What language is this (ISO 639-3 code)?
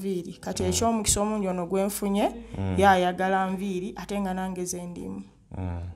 lug